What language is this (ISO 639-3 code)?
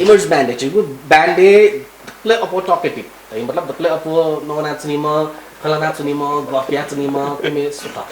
new